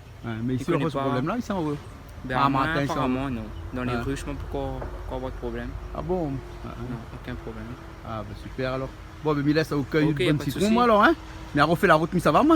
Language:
Réunion Creole French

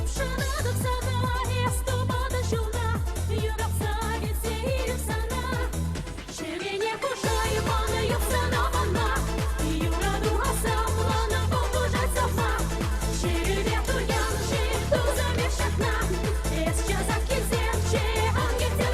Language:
Chuvash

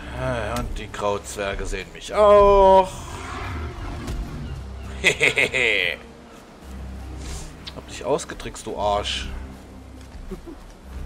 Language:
German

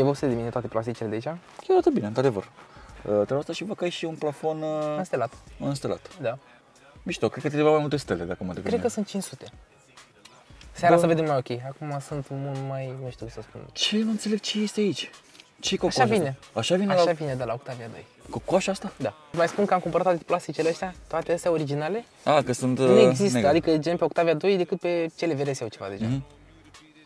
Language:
Romanian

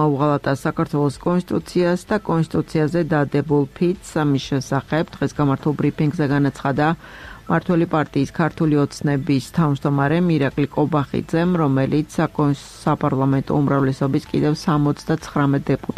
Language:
Georgian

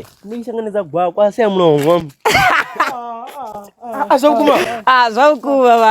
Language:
Venda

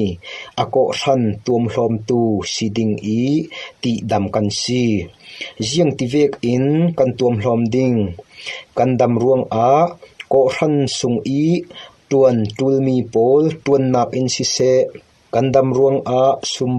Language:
Falam Chin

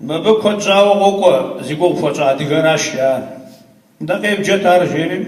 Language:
Kabardian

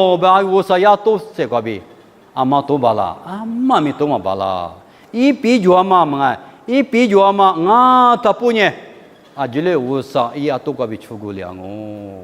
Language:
Lisu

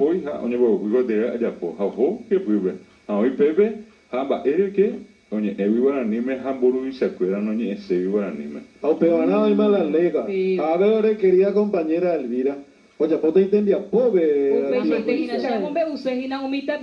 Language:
Guarani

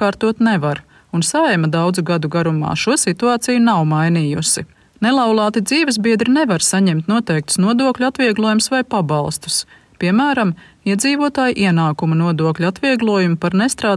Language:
Latvian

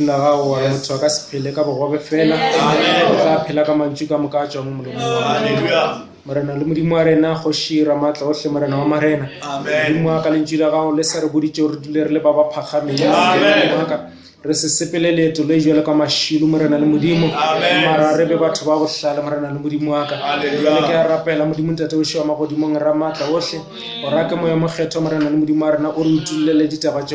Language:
Northern Sotho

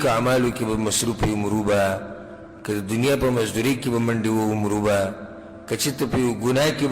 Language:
Pashto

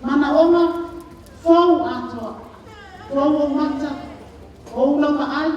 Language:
Samoan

